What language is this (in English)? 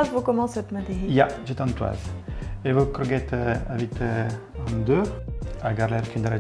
Breton